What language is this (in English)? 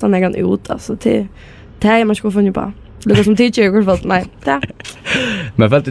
Faroese